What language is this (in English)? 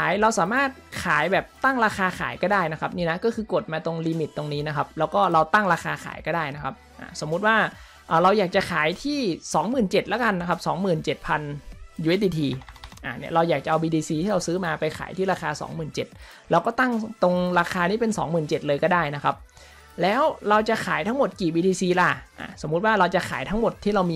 Thai